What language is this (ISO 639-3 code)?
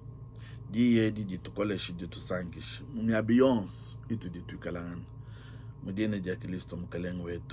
lua